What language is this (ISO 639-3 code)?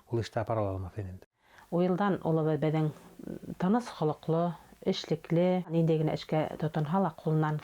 bak